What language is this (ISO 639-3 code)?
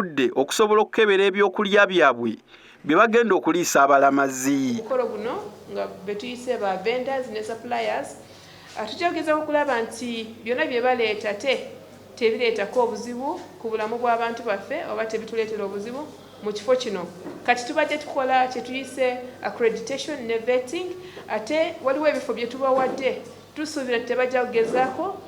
lug